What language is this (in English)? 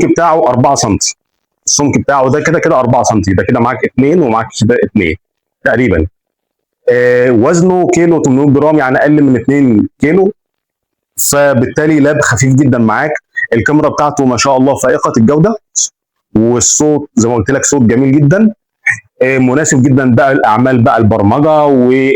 Egyptian Arabic